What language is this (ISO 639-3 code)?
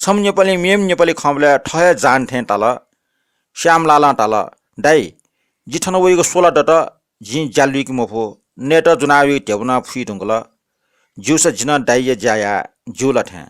new